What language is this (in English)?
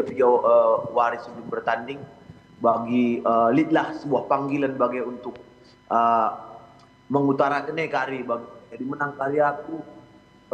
Batak Karo